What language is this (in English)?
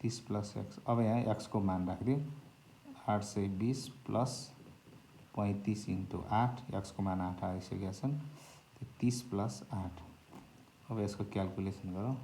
Nepali